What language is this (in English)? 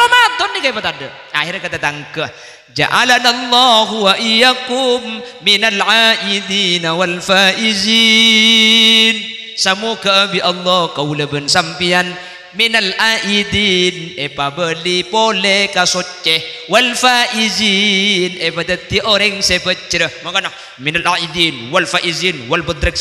Madurese